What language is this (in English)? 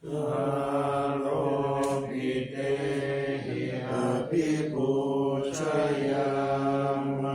Pali